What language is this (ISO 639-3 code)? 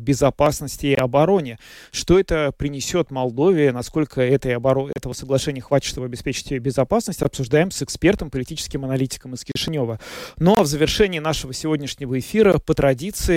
rus